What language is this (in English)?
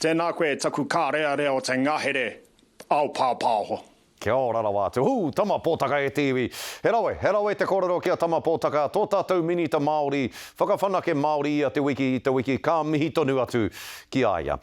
Māori